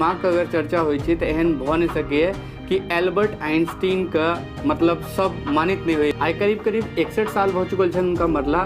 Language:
Maithili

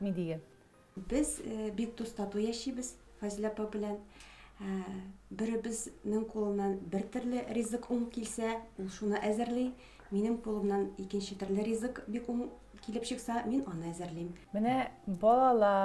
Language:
Tatar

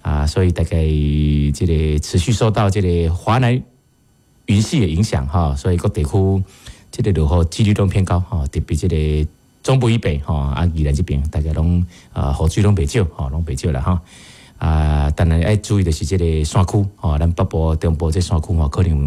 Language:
Min Nan Chinese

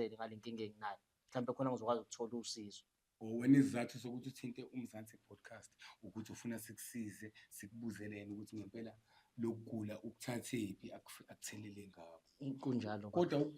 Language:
Zulu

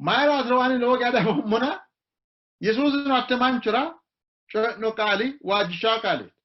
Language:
Sidamo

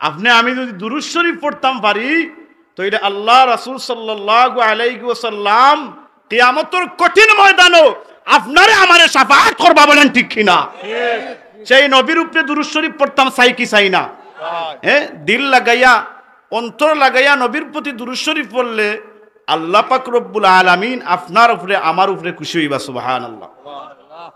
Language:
Sylheti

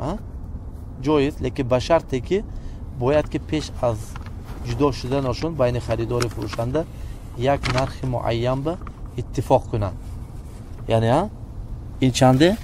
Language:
Tajik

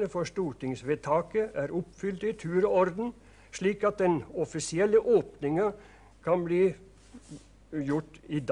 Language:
Norwegian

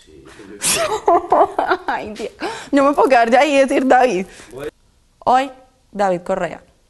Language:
Spanish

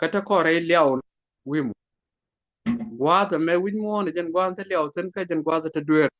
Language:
Nuer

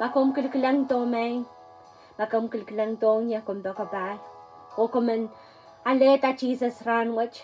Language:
Pohnpeian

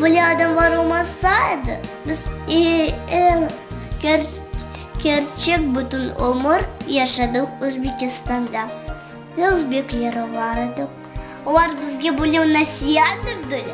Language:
Crimean Tatar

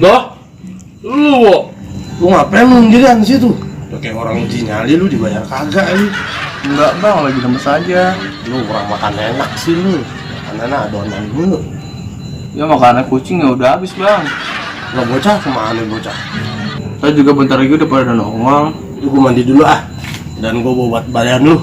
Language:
Betawi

